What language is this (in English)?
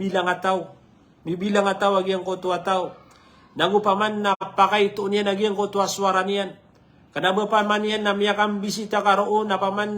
Maranao